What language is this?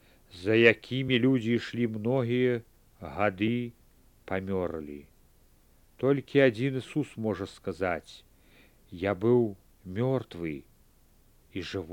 Belarusian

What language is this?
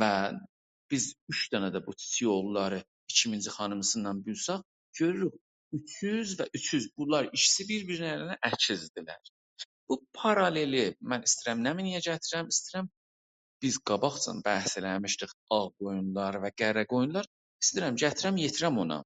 South Azerbaijani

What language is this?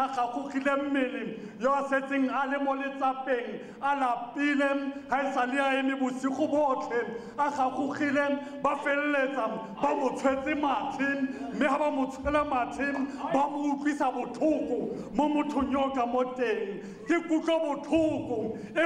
Tswana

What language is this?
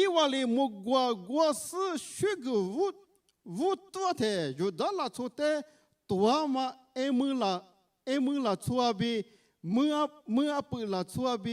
Lisu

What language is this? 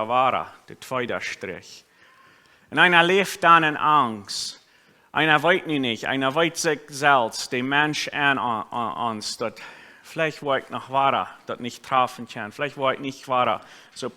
Plautdietsch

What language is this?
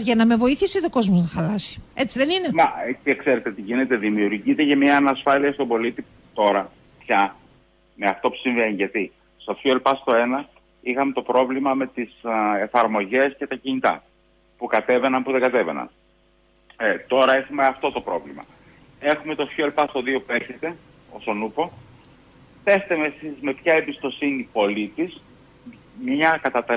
Greek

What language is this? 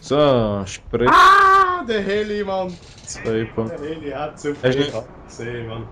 Swiss German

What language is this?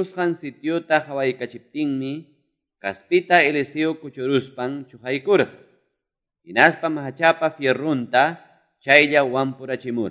Quechua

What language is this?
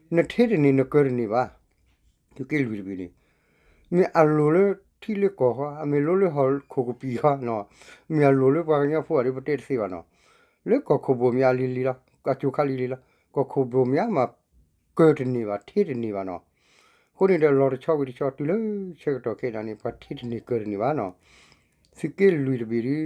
S'gaw Karen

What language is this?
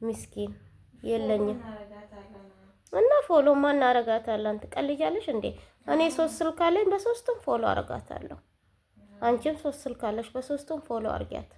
Amharic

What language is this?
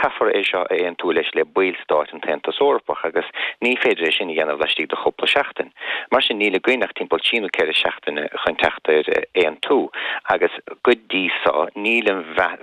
Irish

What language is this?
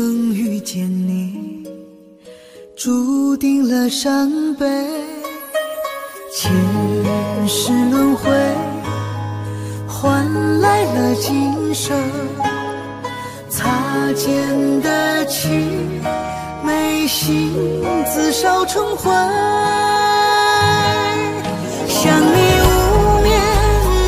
Chinese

